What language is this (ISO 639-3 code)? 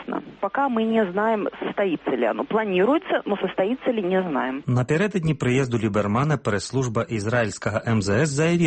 bel